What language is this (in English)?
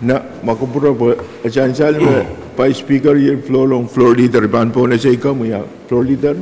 Pohnpeian